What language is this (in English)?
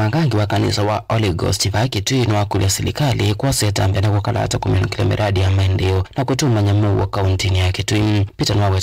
Kamba